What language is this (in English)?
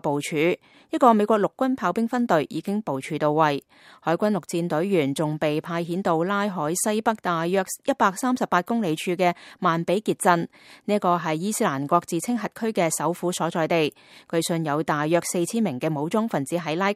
Cantonese